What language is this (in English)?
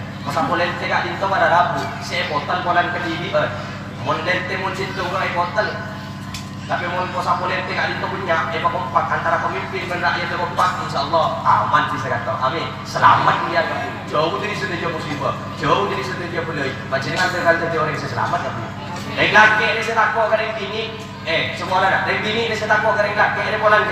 Madurese